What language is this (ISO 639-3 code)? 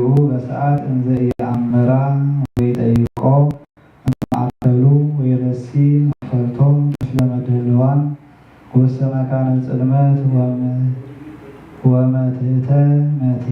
gez